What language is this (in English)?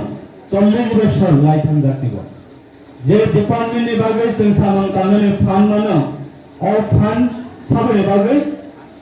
Riang (India)